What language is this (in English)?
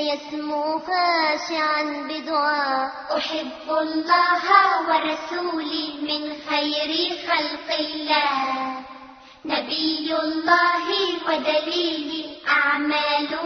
Arabic